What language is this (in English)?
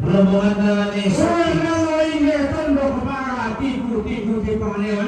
Toraja-Sa'dan